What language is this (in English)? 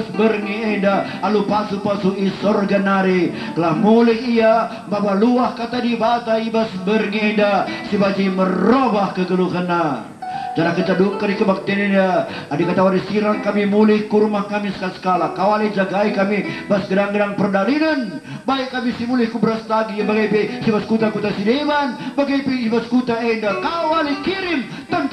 Batak Karo